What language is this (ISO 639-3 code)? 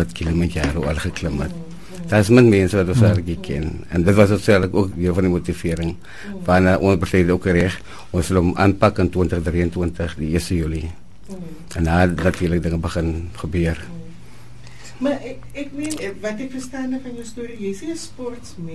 afr